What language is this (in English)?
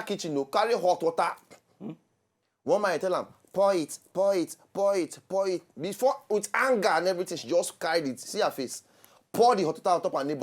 Nigerian Pidgin